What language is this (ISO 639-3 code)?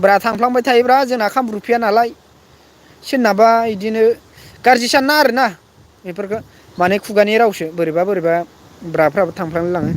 brx